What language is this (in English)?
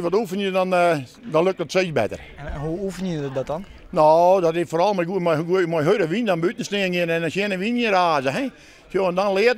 Western Frisian